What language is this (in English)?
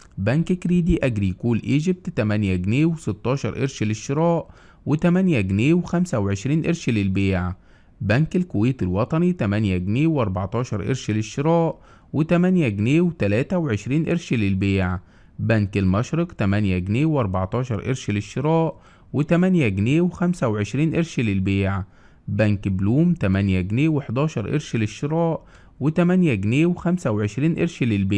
Egyptian Arabic